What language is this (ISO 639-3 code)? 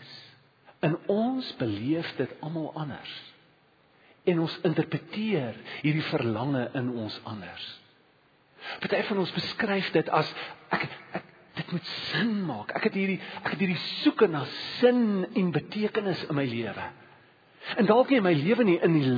afr